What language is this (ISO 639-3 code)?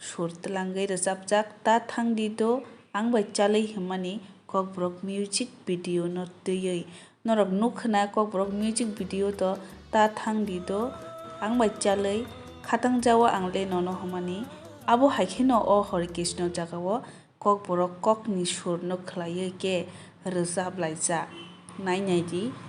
trp